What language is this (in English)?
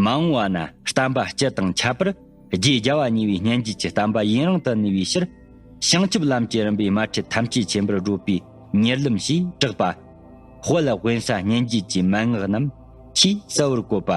Tibetan